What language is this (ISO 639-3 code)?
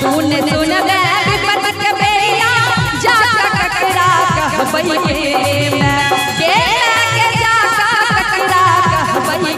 mai